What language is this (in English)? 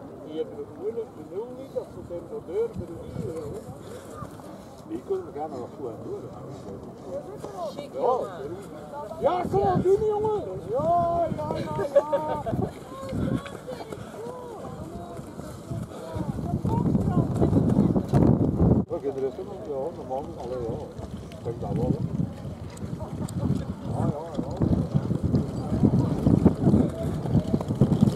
Dutch